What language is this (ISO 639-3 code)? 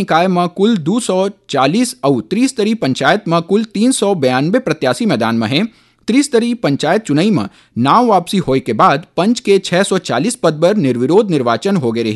hne